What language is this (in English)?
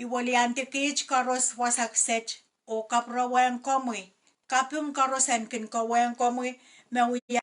Pohnpeian